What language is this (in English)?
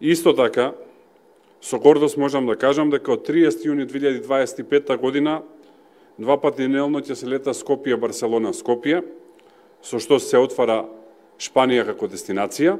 Macedonian